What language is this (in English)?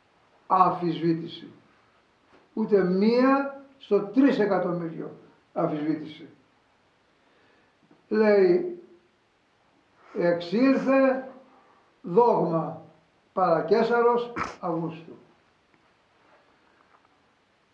Greek